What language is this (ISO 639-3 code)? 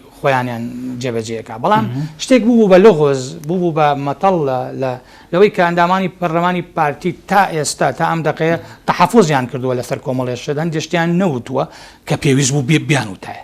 ckb